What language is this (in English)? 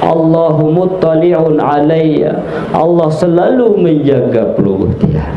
Sasak